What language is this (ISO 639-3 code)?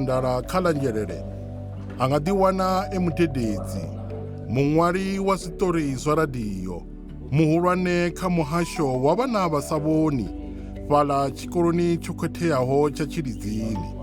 ven